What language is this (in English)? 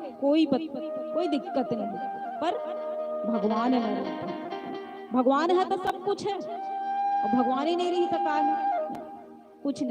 Chhattisgarhi